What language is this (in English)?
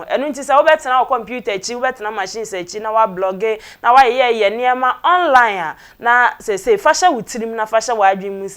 Akan